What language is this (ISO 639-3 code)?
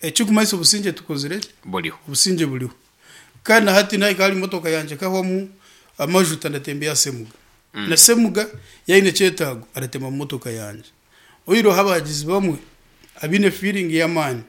nyn